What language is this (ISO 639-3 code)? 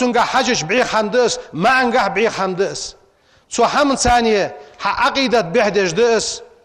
inh